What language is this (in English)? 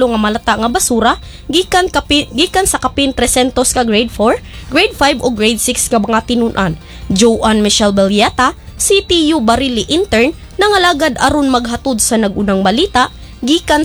Cebuano